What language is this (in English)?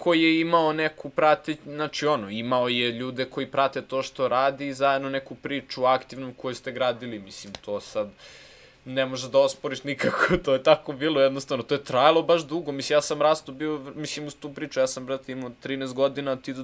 Serbian